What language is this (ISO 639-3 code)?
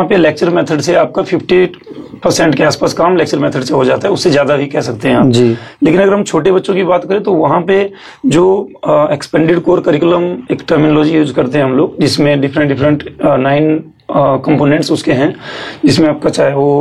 hin